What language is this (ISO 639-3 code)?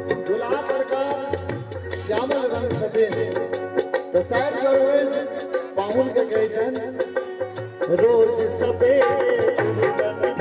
mai